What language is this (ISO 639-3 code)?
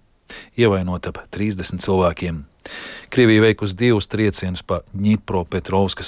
lav